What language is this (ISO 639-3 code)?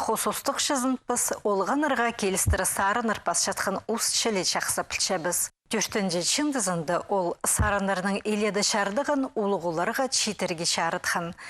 kjh